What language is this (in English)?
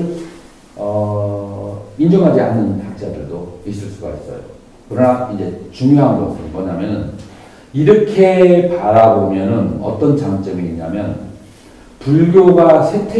Korean